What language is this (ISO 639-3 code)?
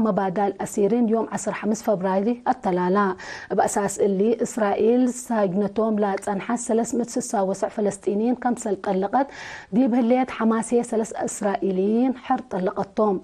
tig